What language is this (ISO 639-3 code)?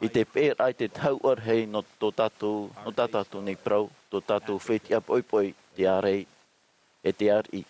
tah